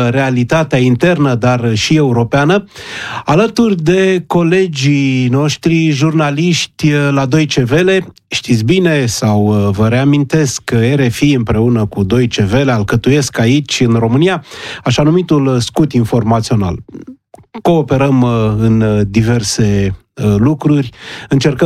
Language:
Romanian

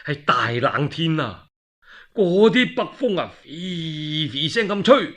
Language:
Cantonese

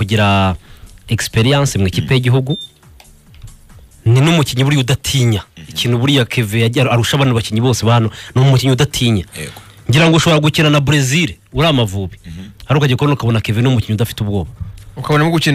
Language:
Kinyarwanda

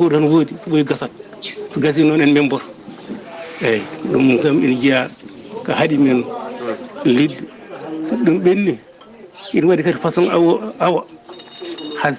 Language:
Fula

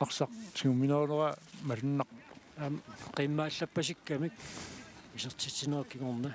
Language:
Kalaallisut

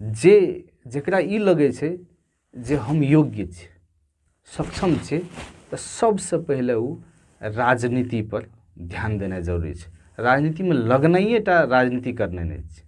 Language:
Maithili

